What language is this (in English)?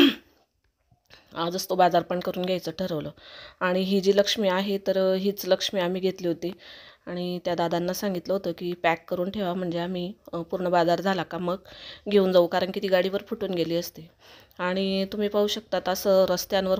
Marathi